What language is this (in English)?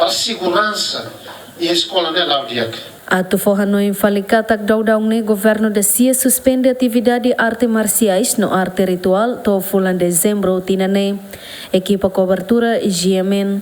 Tetum